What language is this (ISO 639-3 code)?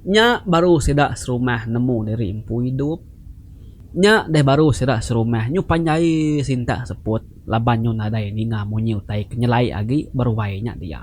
iba